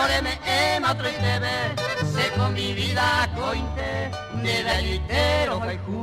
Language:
Guarani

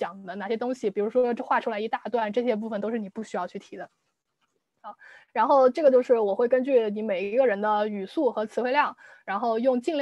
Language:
Chinese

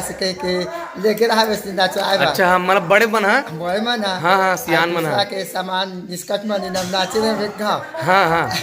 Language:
Chhattisgarhi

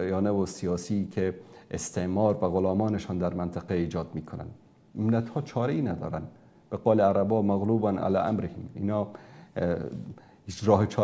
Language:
Persian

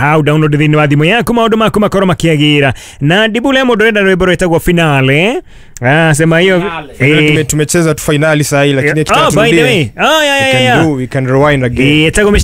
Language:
Kikuyu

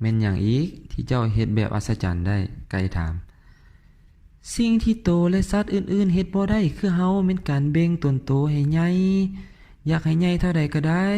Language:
Lao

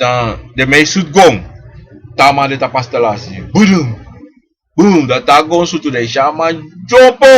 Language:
Sranan Tongo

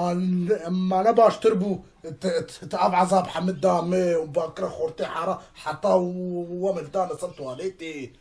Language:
Kurdish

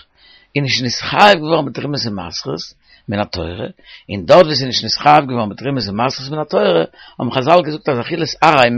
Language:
Yiddish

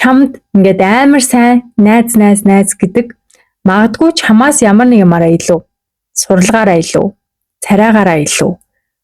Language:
Mongolian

